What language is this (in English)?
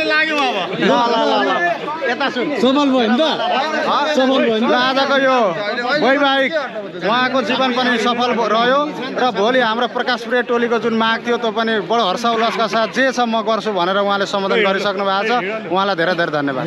Nepali